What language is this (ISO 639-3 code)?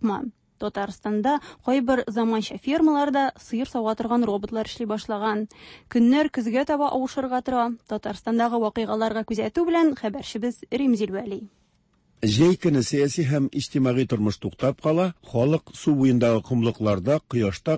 tat